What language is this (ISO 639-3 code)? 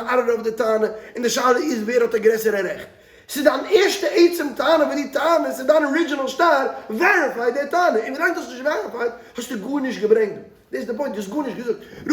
yid